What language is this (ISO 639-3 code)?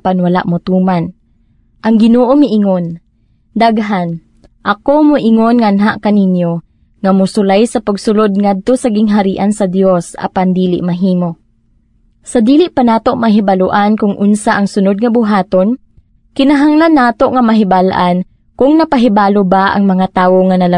ceb